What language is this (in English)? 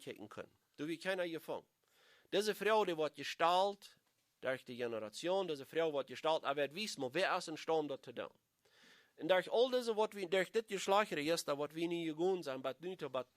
Plautdietsch